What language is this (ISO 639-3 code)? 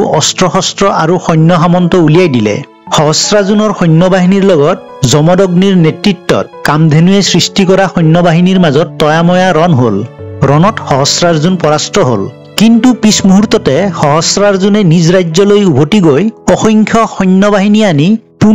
asm